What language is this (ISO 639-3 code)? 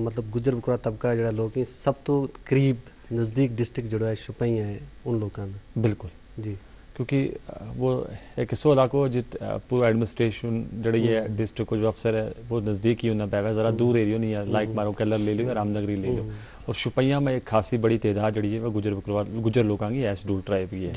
gju